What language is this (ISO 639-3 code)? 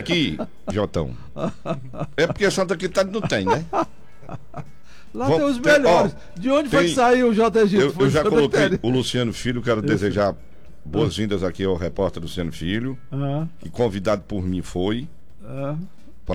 por